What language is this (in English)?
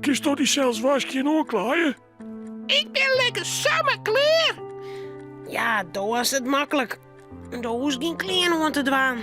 Western Frisian